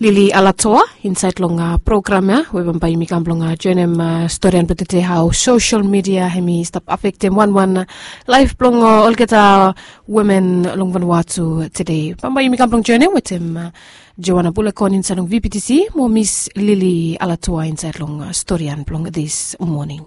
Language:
Bislama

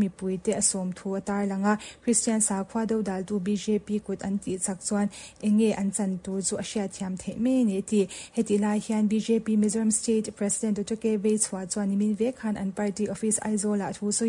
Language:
Mizo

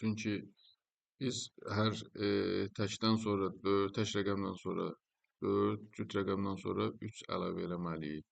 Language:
Azerbaijani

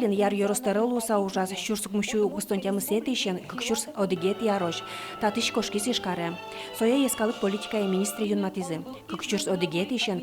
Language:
Udmurt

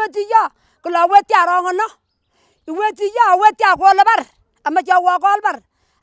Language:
Kalenjin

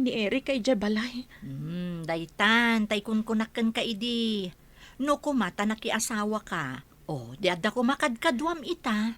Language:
Iloko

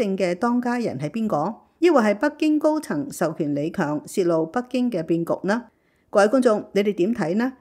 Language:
Cantonese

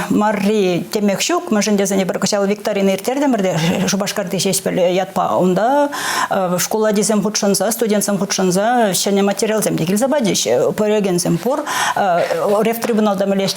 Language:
Chuvash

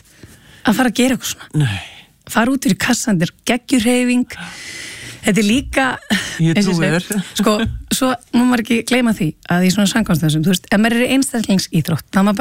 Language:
Icelandic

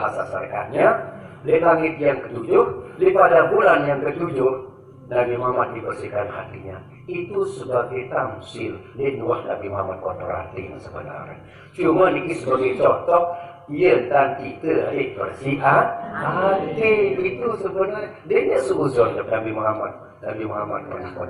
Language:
Sasak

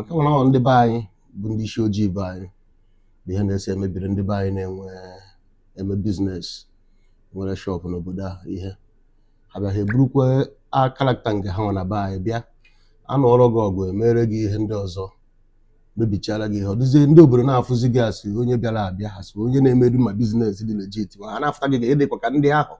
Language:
Igbo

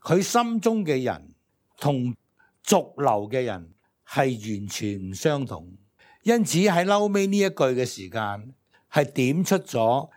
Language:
Cantonese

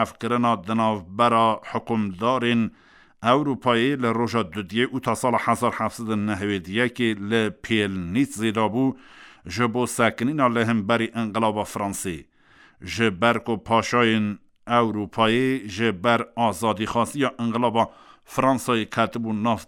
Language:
Kurdish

